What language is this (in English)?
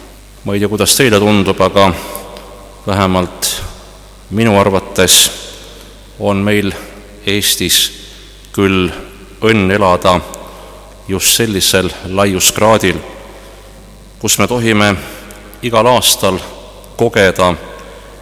Estonian